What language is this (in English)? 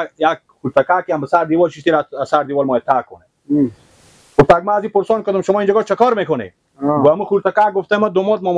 Persian